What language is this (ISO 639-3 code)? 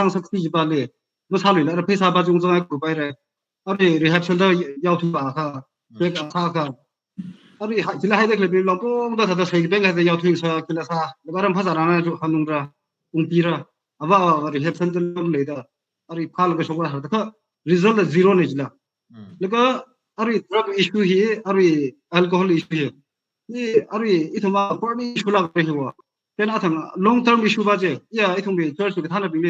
nmf